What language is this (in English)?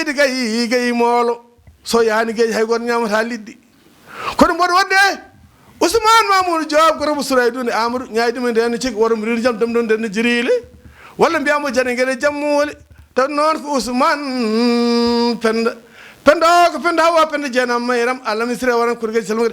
Fula